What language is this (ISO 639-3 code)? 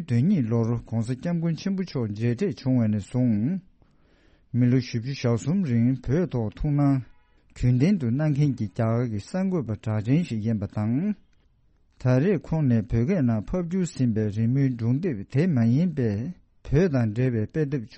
bod